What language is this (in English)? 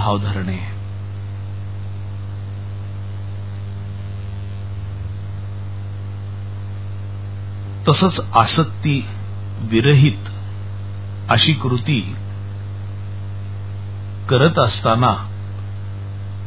Marathi